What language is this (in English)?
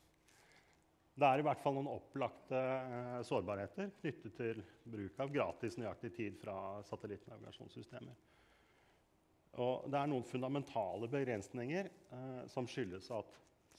Norwegian